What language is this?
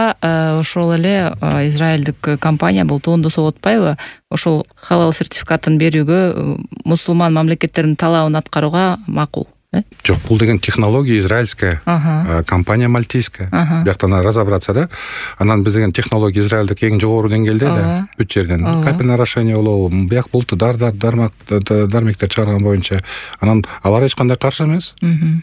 Kyrgyz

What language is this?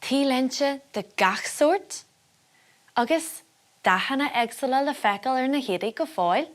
Irish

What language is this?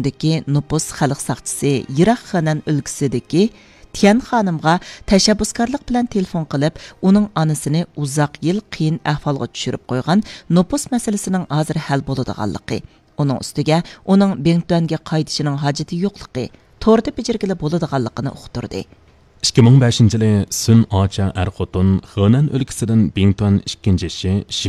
Uyghur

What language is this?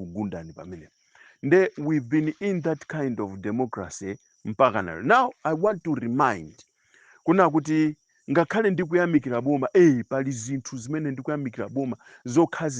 Nyanja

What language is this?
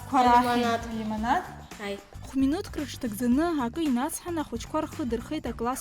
Abkhazian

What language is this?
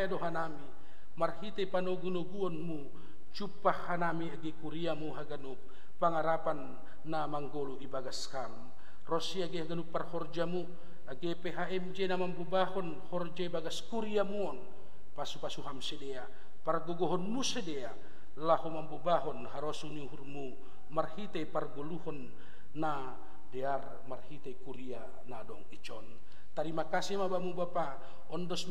Batak Simalungun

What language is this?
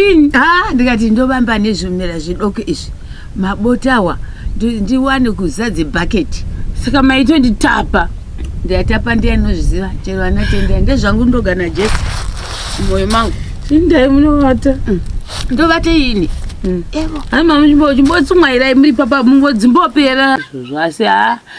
Shona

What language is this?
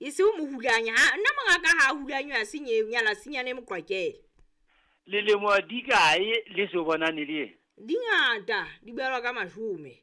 Southern Sotho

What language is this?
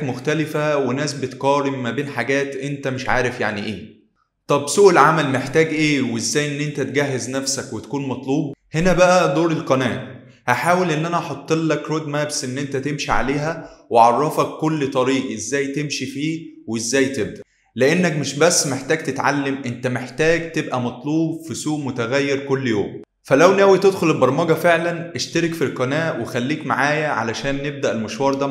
Egyptian Arabic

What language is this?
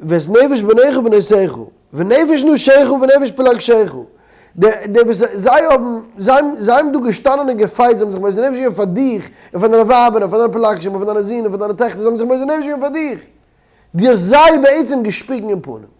Yiddish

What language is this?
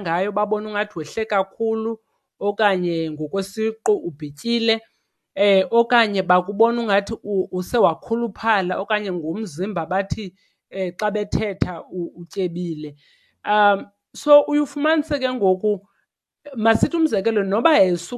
Xhosa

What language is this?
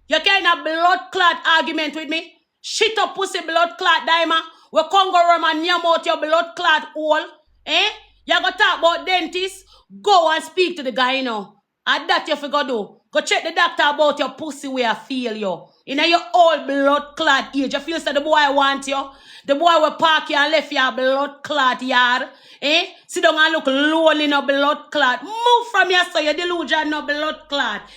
Jamaican Creole English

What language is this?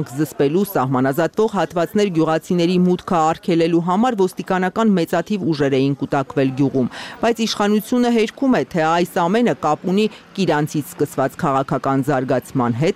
Armenian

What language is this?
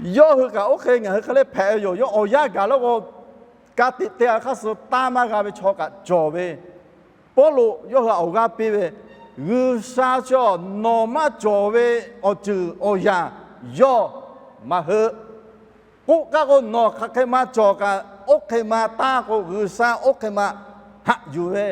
Lahu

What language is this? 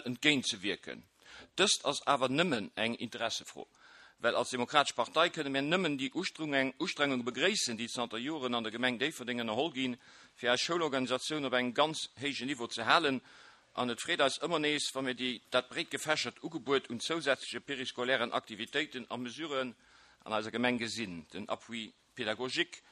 Luxembourgish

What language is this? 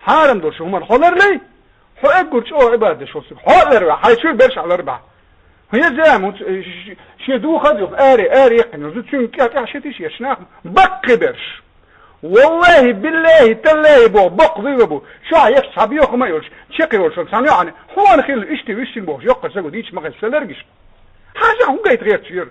Chechen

